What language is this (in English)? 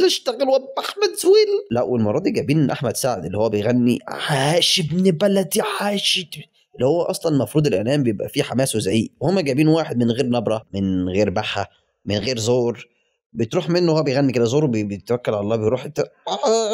Egyptian Arabic